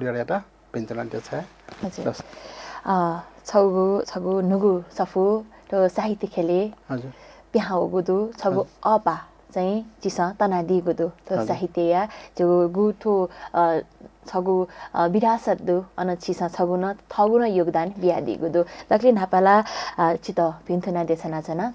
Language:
Newari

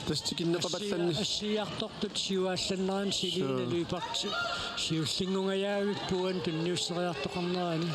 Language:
Kalaallisut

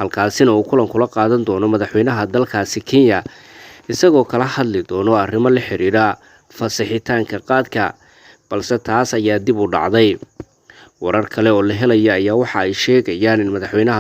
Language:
Somali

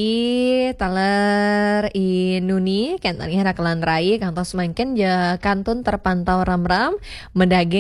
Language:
Balinese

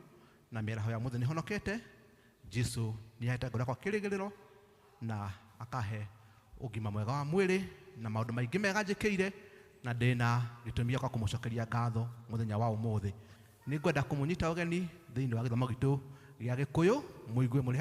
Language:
Kikuyu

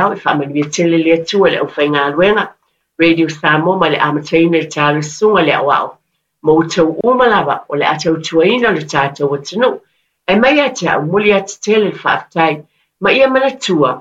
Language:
Samoan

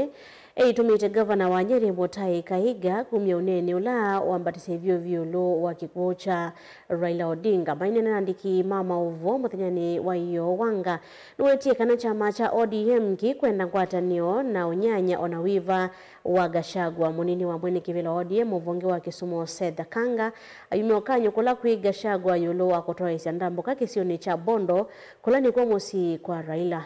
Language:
Kamba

